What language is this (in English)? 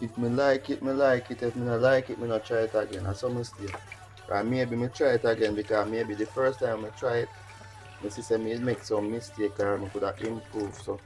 Jamaican Creole English